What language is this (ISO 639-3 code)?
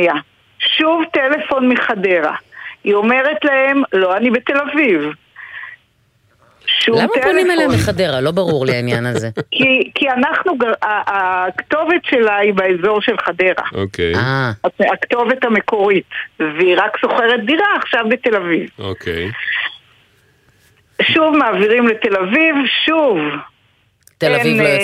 heb